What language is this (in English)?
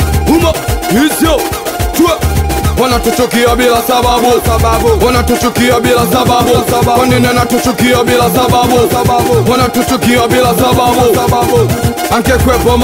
Swahili